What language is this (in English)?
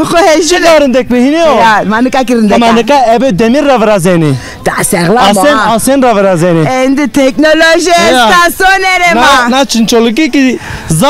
Zaza